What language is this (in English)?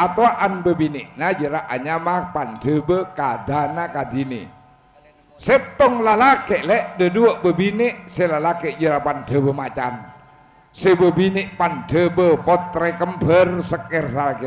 Madurese